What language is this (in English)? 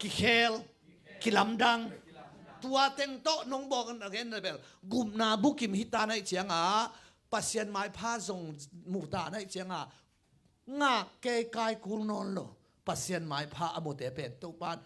Tedim Chin